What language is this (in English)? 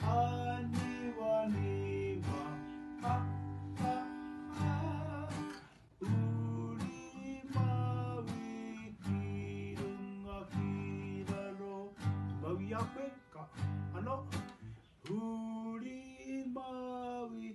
Māori